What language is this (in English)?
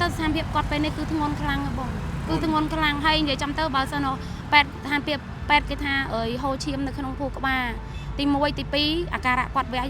Khmer